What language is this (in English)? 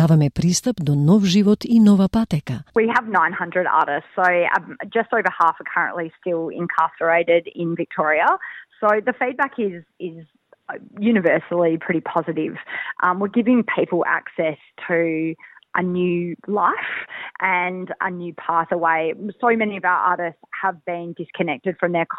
Macedonian